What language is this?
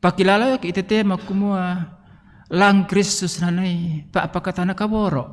Toraja-Sa'dan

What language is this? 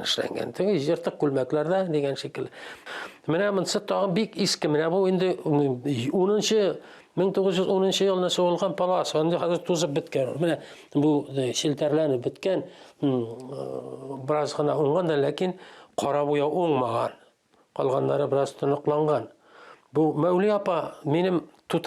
Tatar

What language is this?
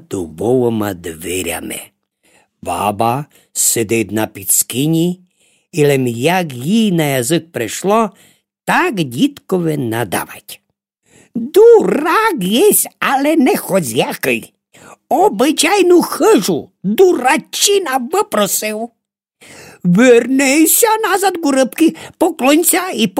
Rusyn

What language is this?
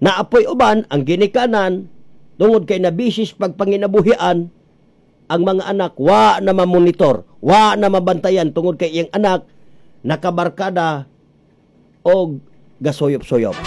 Cebuano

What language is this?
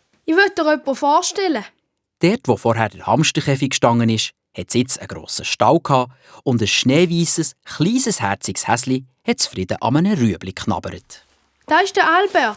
Swiss German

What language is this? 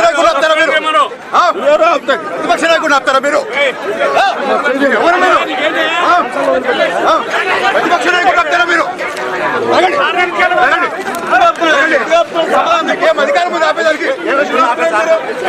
Telugu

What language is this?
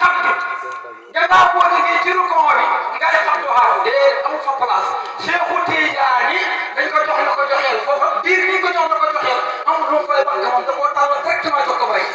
Wolof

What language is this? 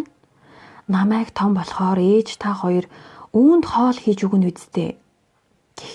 Mongolian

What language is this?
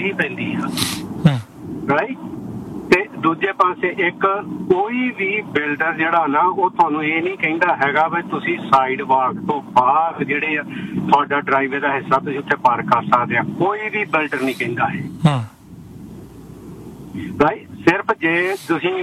Punjabi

